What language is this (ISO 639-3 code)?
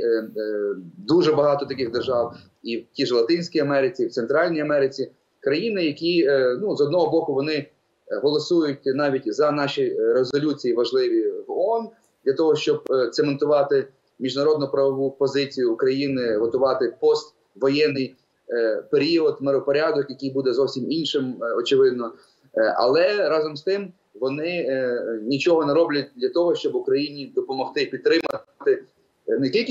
ukr